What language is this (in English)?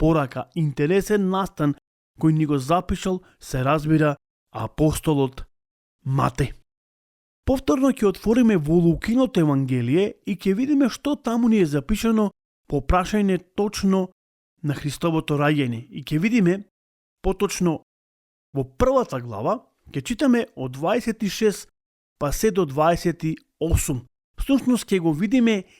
Macedonian